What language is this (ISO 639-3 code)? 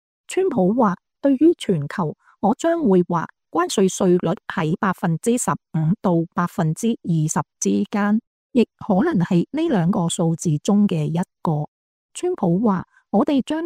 yue